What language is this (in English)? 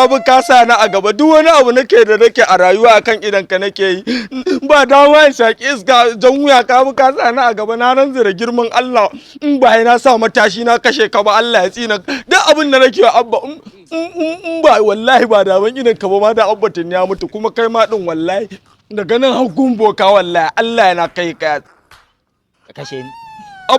Hausa